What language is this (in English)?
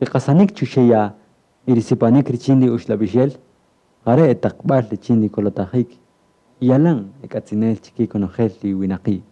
Kaqchikel